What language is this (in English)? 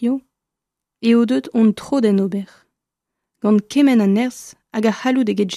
Breton